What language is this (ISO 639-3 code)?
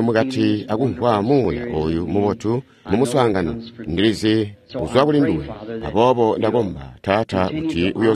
toi